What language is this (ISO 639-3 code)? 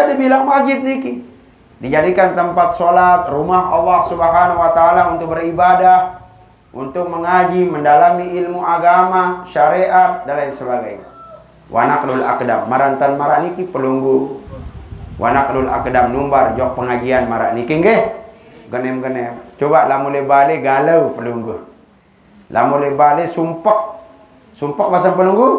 sas